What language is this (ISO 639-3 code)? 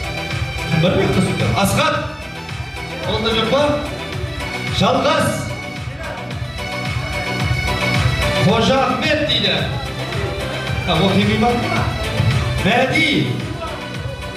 kaz